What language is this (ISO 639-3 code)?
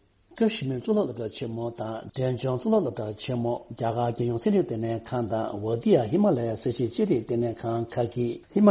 bod